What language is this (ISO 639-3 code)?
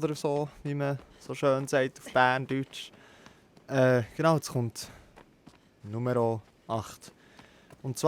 gsw